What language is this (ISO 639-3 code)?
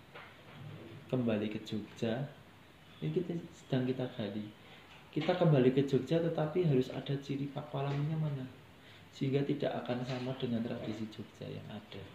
ind